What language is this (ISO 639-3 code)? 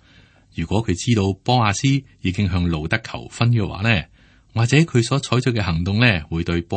yue